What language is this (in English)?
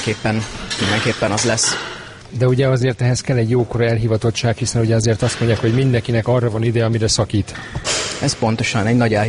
Hungarian